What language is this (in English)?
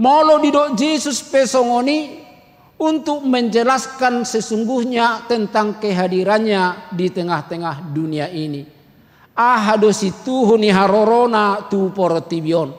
Batak Toba